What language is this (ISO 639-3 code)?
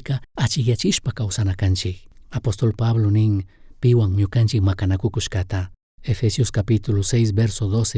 qug